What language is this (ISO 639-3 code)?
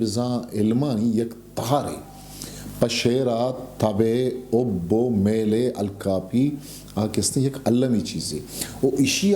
bgp